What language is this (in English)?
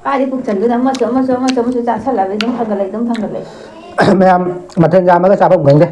Manipuri